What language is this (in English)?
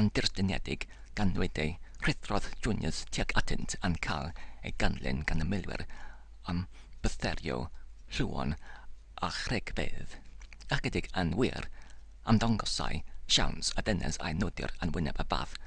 Welsh